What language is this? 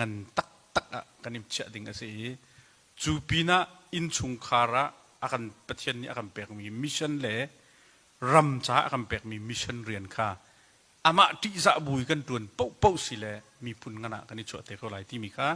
Hakha Chin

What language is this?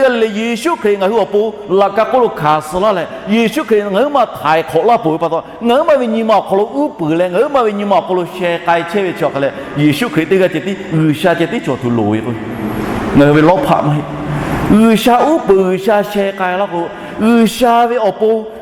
Lahu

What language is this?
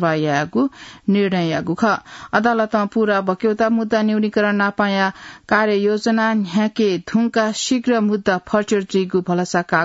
Newari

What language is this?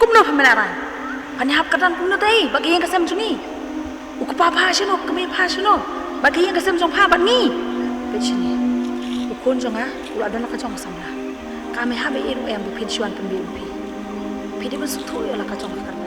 Khasi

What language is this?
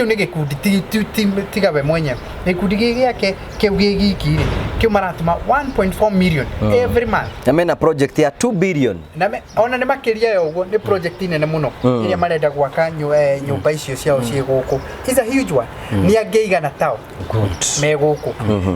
Kikuyu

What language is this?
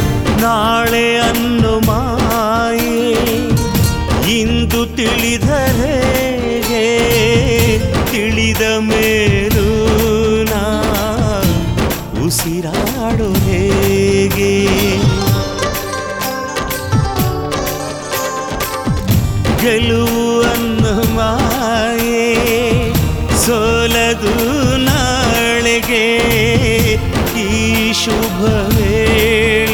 Kannada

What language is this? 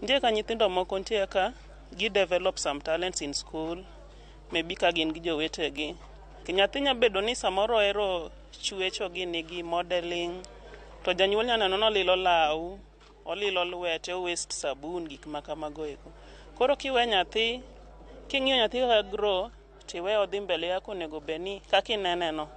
Luo (Kenya and Tanzania)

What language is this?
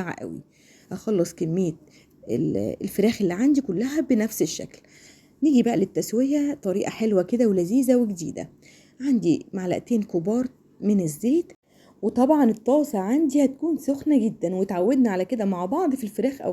Egyptian Arabic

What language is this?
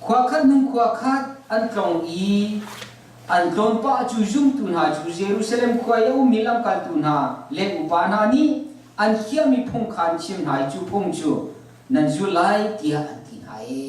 Hakha Chin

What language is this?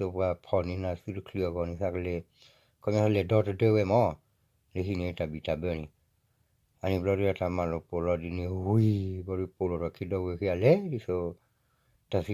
S'gaw Karen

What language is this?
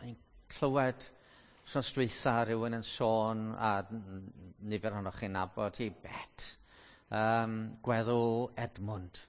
Welsh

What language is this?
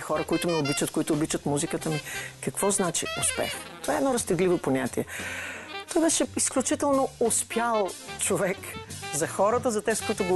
Bulgarian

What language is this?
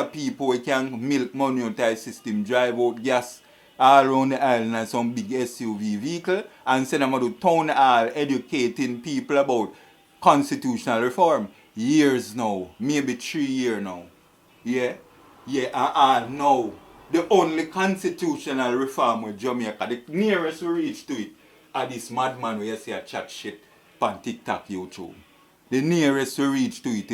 Jamaican Creole English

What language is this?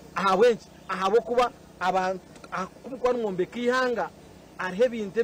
Nyankole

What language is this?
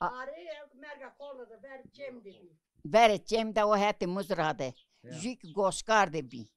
Zaza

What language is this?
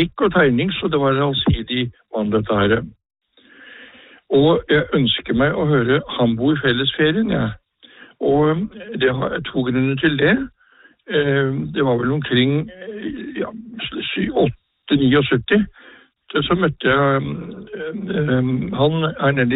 Norwegian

